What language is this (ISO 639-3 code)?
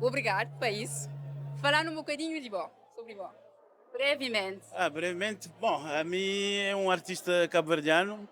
kea